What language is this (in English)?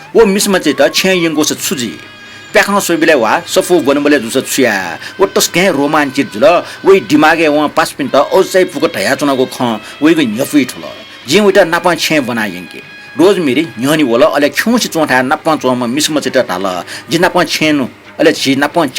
Newari